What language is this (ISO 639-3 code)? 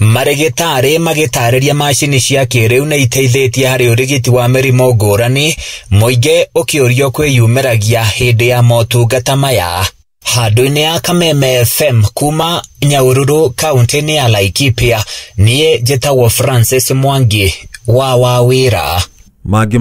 kik